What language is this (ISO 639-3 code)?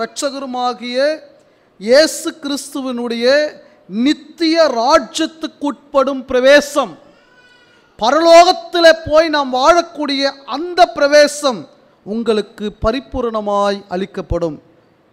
tam